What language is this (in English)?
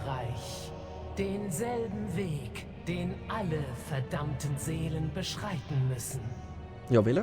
Swiss German